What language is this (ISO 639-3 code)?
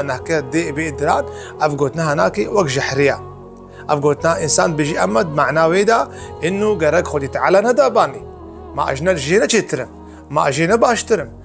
kur